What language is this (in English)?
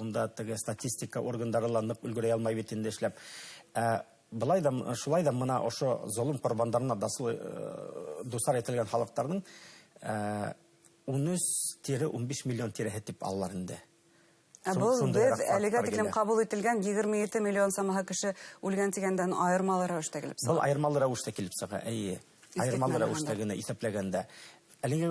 Bashkir